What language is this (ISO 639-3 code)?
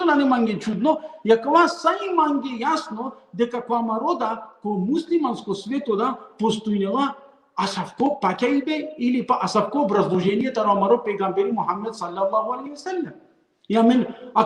rmn